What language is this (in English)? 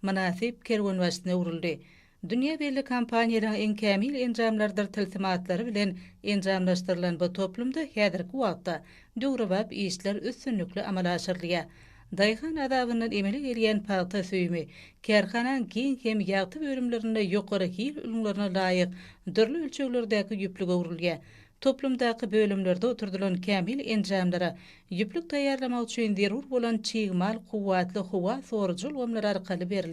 Turkmen